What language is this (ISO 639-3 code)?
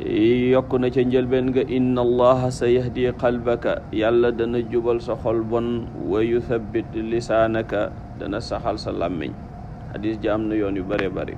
wol